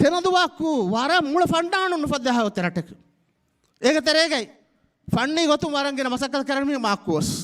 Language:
Divehi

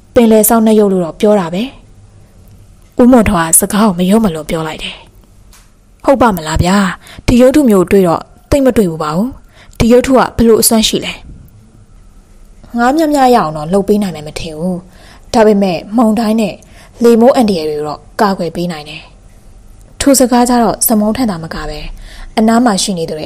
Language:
Burmese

